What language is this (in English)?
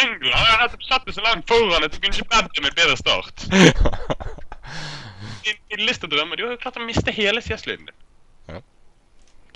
Norwegian